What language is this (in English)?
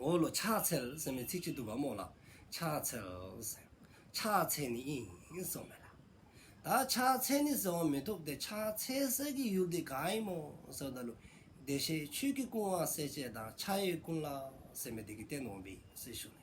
Dzongkha